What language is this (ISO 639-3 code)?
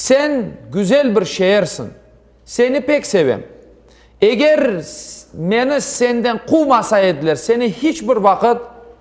crh